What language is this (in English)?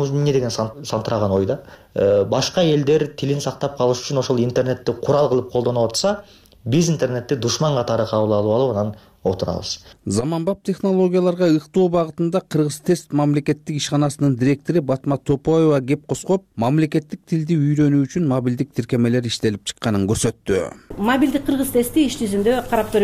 Kyrgyz